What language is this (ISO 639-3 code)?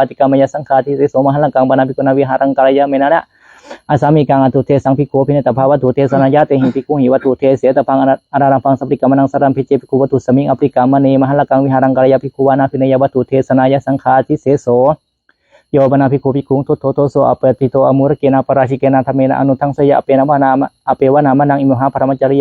pli